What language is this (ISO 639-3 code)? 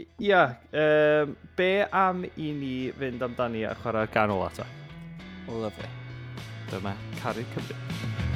cym